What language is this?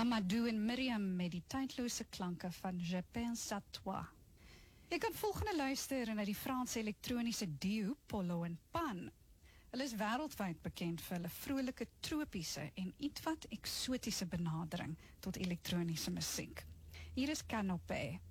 Afrikaans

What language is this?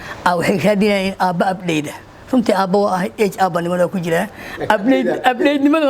Somali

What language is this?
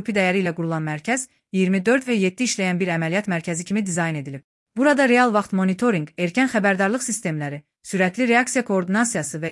Azerbaijani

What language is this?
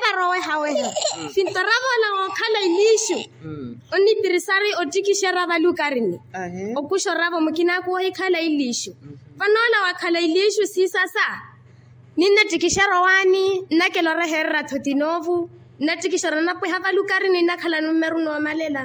Makhuwa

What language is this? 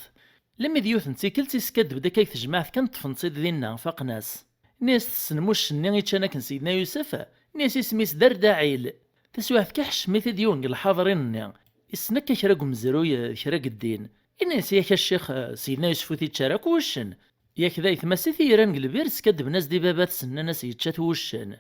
Kabyle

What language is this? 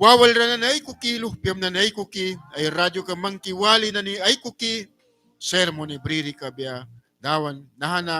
Mískito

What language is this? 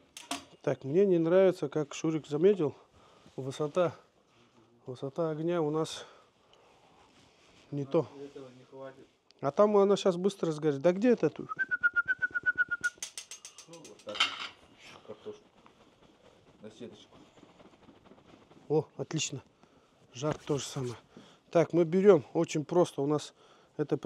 Russian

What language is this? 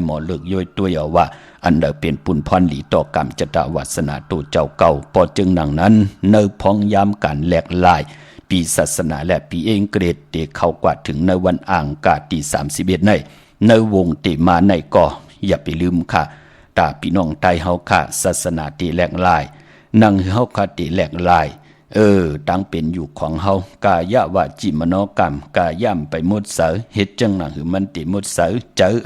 Shan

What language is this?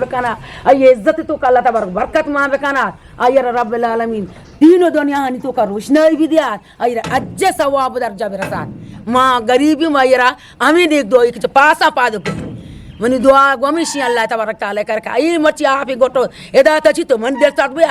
Eastern Balochi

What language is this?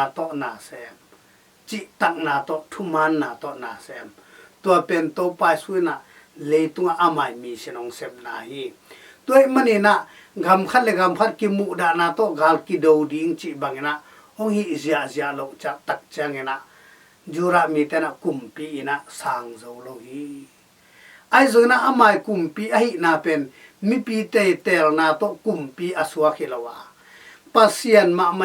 Tedim Chin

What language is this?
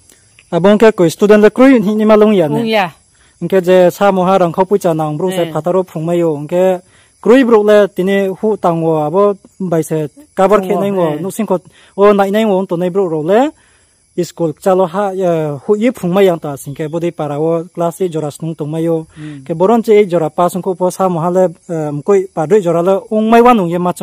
Riang (India)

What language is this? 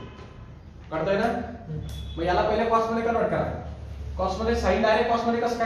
Marathi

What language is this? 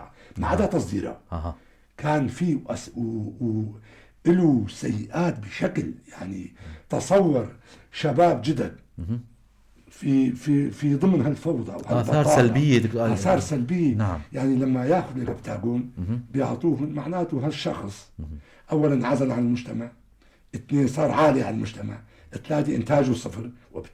North Levantine Arabic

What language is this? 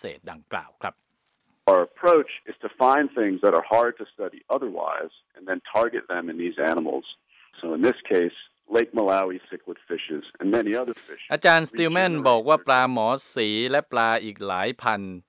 Thai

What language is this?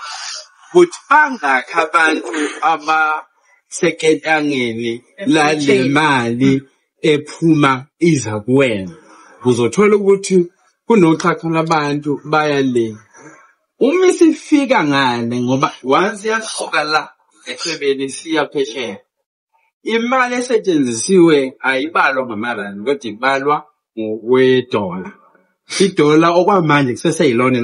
Zulu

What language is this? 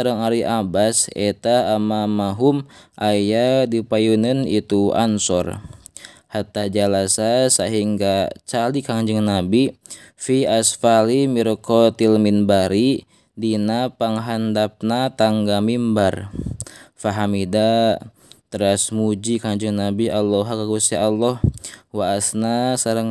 Sundanese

